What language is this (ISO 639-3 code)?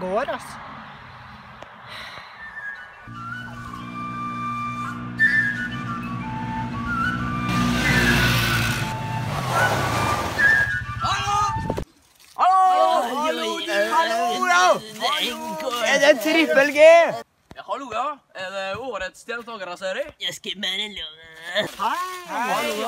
nor